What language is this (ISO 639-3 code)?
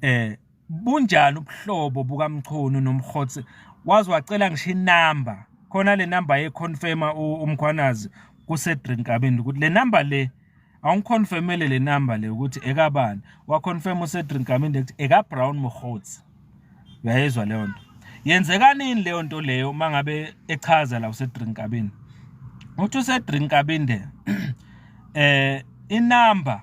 zul